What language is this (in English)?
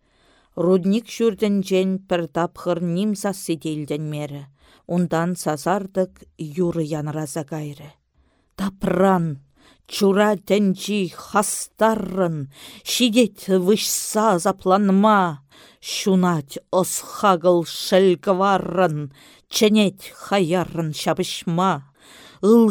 Chuvash